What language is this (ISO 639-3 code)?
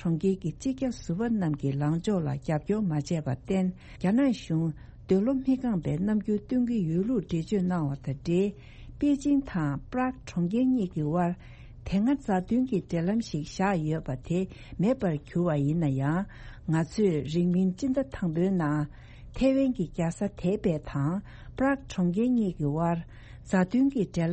bod